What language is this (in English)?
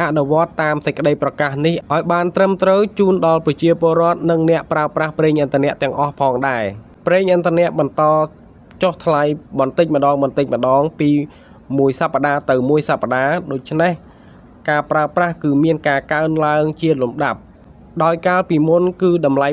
Khmer